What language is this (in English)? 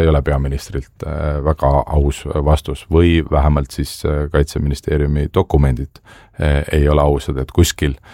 Estonian